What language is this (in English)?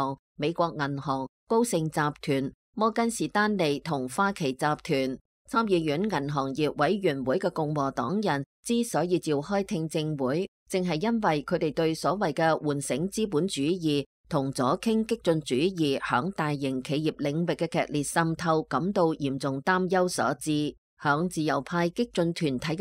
Cantonese